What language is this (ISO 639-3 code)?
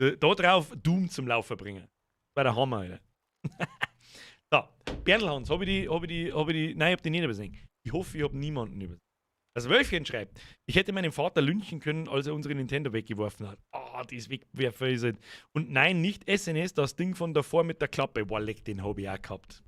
bar